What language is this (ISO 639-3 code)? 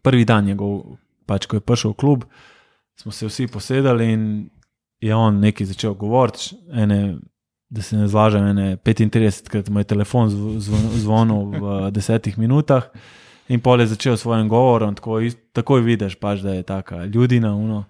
slv